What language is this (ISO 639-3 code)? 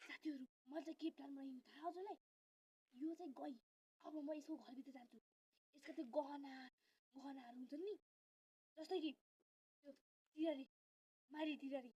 nep